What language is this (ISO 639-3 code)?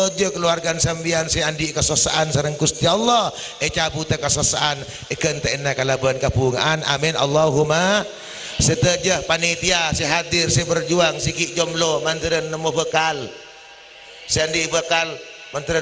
mad